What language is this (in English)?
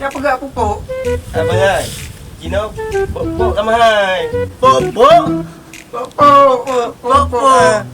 Achinese